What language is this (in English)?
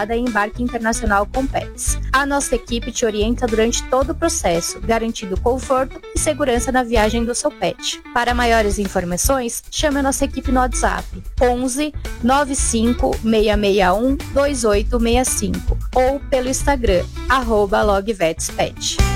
Portuguese